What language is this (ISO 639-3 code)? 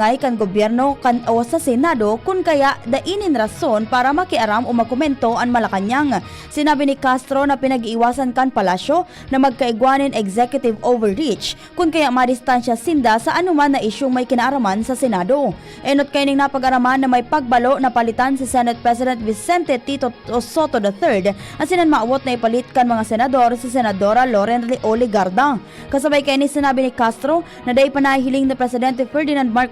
bik